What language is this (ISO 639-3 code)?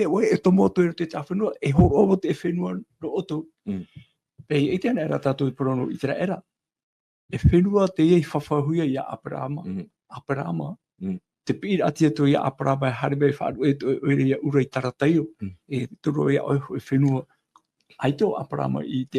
tah